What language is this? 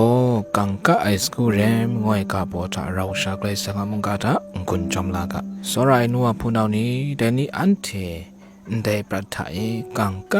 Kachin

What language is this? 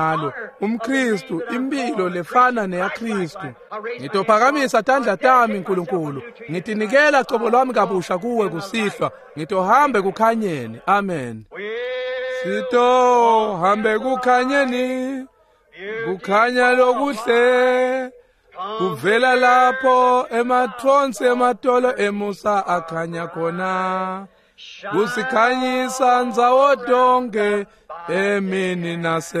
Swati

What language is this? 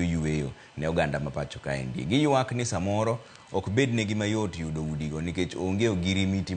Luo (Kenya and Tanzania)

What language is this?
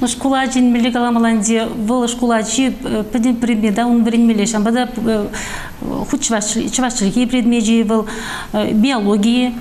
Chuvash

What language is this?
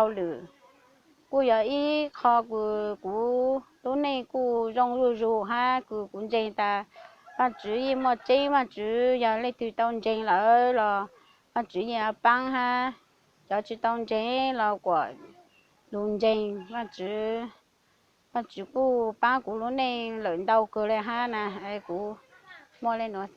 Hmong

